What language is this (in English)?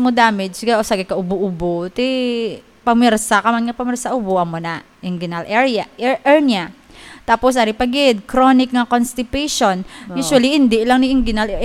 Hiligaynon